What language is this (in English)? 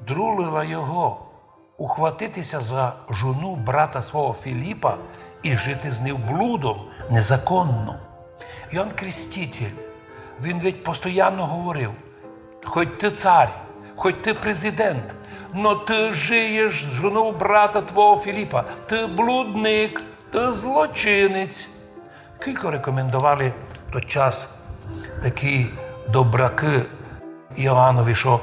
Rusyn